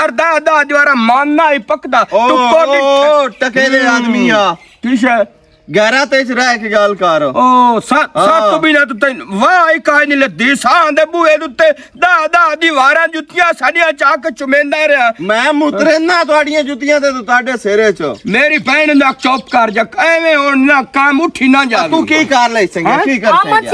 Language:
Western Panjabi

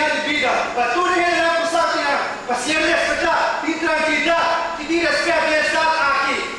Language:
Papiamento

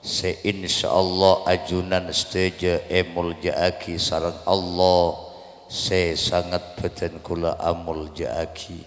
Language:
Madurese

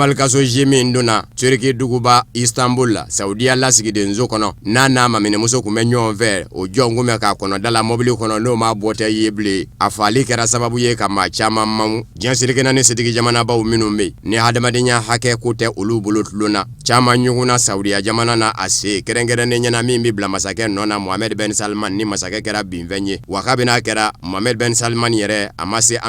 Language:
Bambara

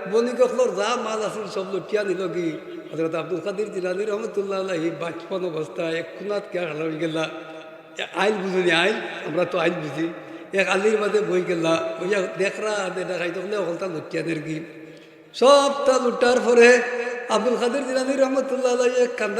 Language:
Sylheti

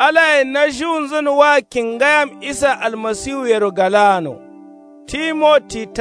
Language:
Kanuri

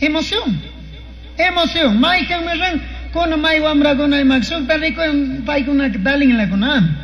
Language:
Chimborazo Highland Quichua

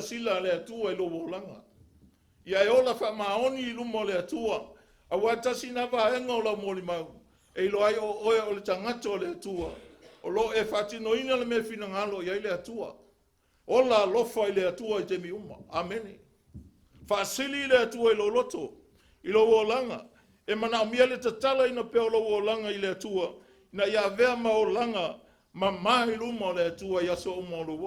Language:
Samoan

